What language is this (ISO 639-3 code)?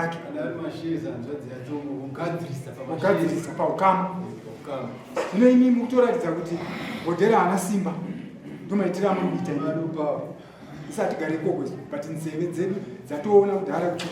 sna